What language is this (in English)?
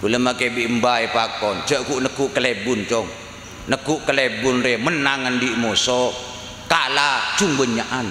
Madurese